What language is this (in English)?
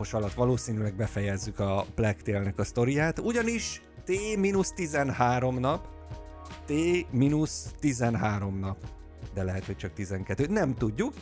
Hungarian